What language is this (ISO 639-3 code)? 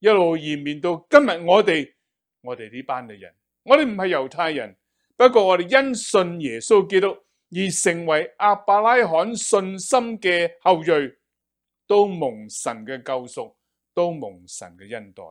yue